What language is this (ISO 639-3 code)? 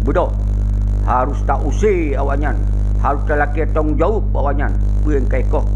ace